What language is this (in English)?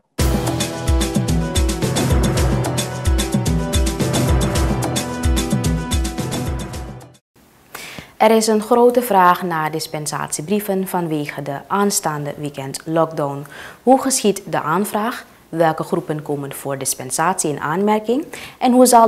Dutch